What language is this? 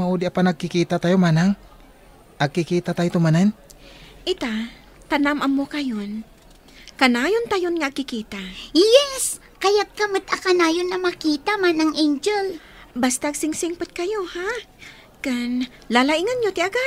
Iloko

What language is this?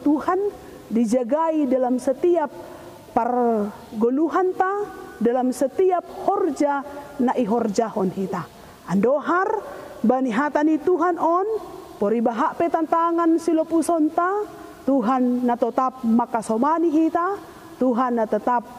Batak Simalungun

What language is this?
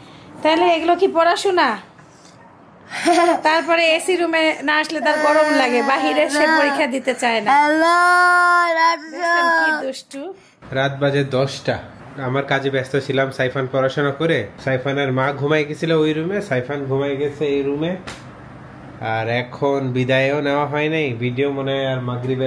Bangla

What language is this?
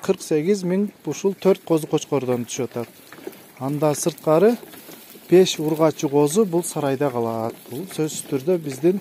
Kyrgyz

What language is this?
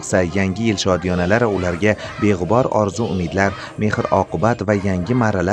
Uzbek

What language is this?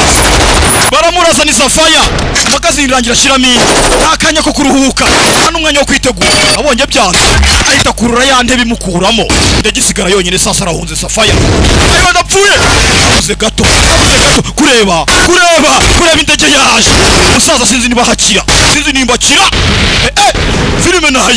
Kinyarwanda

